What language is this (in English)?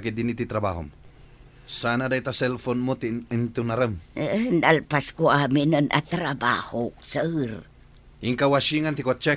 Iloko